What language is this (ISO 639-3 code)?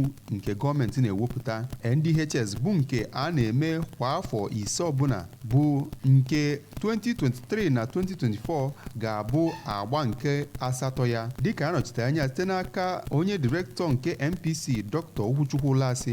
ibo